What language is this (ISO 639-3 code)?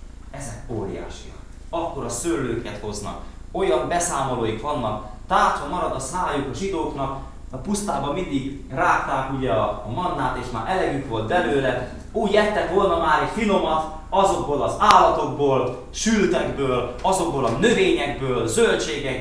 hun